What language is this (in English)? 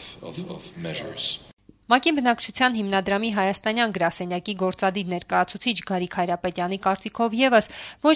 Armenian